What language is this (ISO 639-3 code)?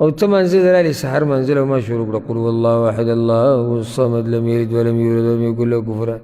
pus